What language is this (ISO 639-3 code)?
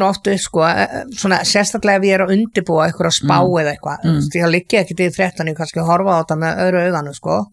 isl